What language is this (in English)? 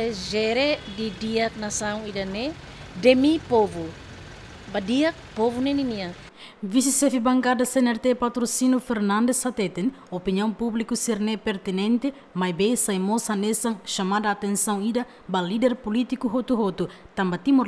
Tetum